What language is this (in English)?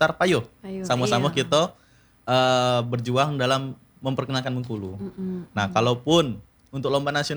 Indonesian